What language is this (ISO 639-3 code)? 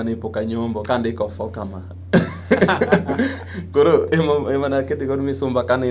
luo